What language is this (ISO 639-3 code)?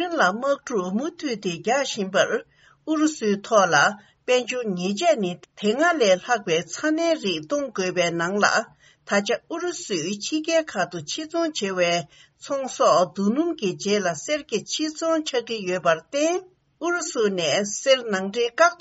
bod